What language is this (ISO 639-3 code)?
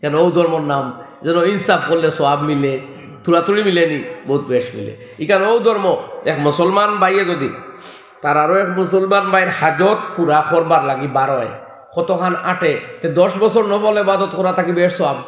syl